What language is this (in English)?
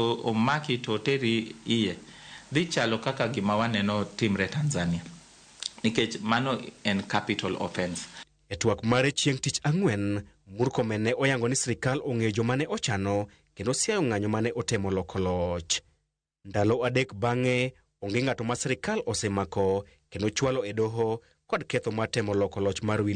Luo (Kenya and Tanzania)